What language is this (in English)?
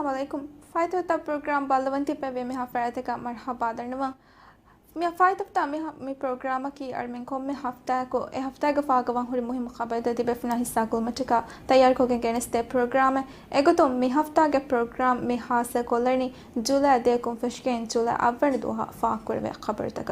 Divehi